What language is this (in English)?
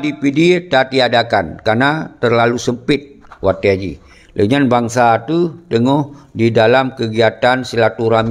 Achinese